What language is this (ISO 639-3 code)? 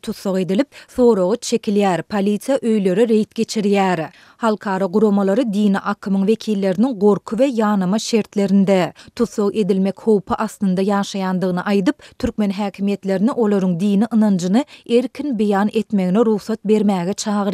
tuk